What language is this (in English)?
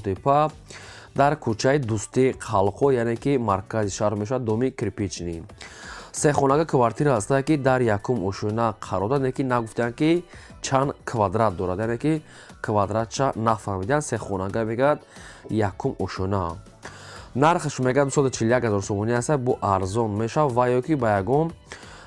Tajik